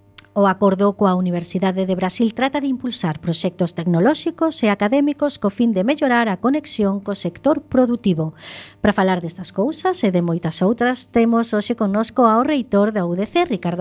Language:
Galician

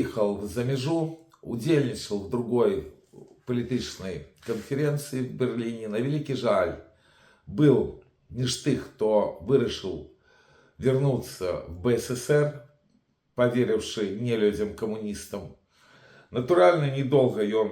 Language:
Belarusian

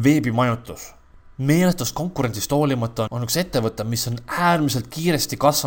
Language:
Estonian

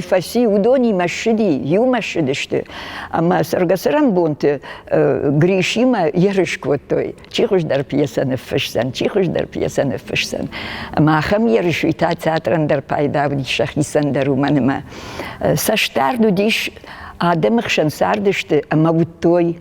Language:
Ossetic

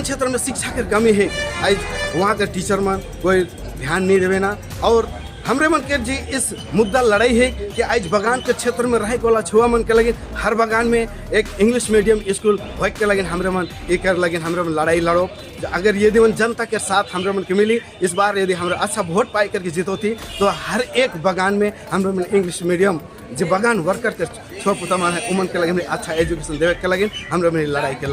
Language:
Sadri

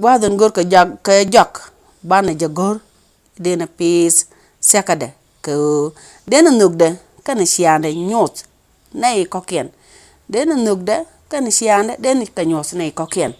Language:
Nuer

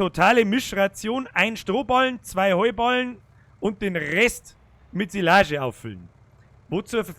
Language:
Bavarian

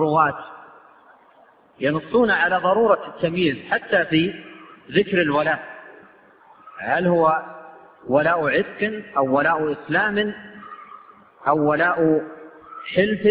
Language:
Arabic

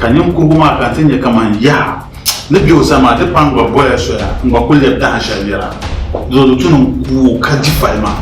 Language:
Dagbani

